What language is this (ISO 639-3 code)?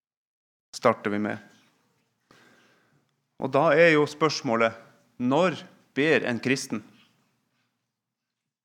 nor